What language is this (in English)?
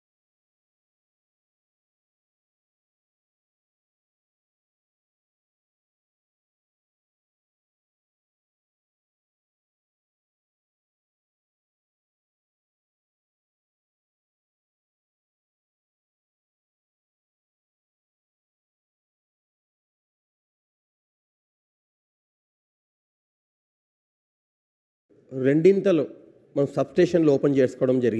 Telugu